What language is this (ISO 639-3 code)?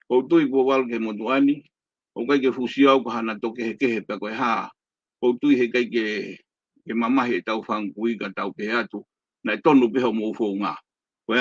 ton